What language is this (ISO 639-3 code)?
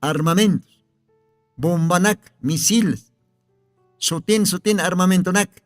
aym